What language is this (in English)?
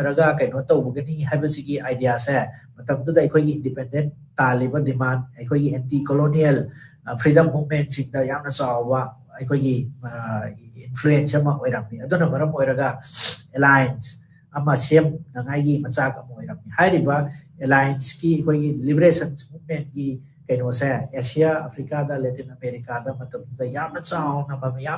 Manipuri